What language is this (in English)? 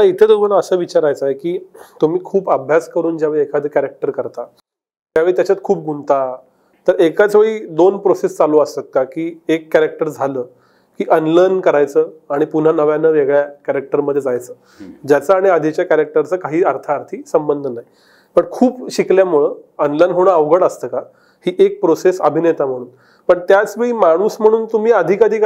Marathi